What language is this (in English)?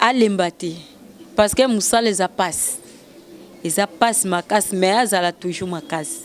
Lingala